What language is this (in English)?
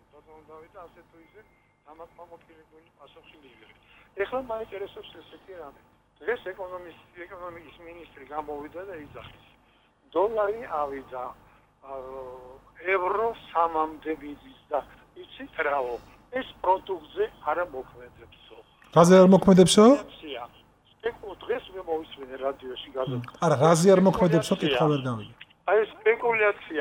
Georgian